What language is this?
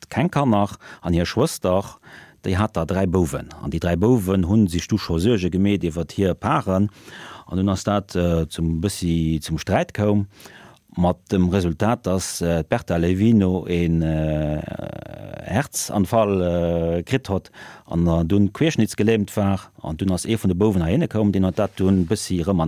Luxembourgish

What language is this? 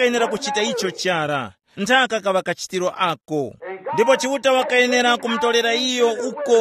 Tumbuka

